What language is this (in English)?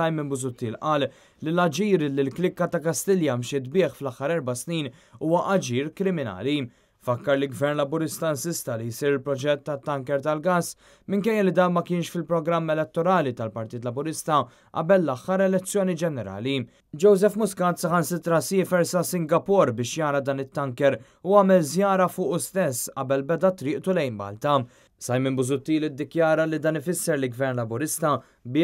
Maltese